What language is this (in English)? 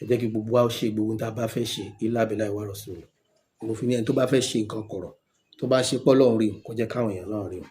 Yoruba